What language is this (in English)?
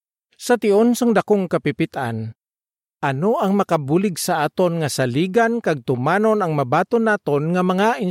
Hiligaynon